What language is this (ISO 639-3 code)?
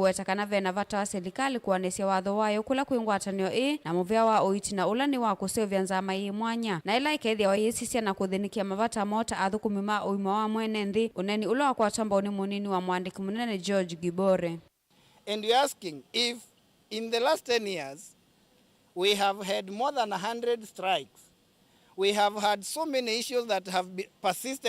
kam